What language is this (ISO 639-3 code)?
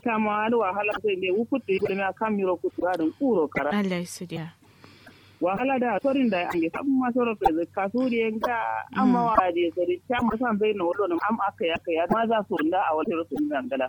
kau